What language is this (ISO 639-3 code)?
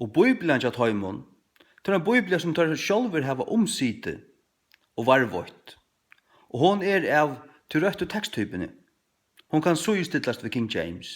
fao